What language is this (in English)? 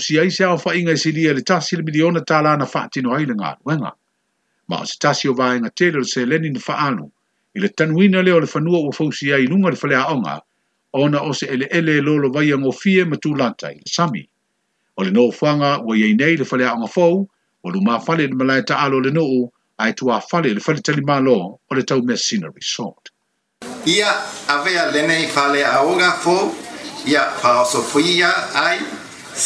Samoan